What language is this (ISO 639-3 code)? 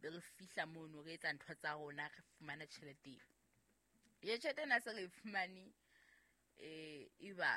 sot